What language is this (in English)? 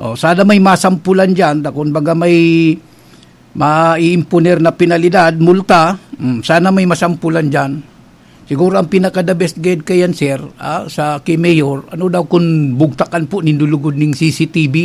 Bikol